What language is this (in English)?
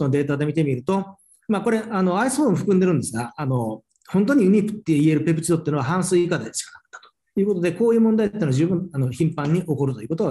Japanese